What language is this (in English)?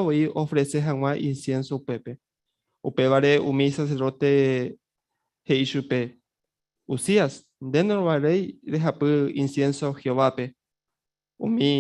Guarani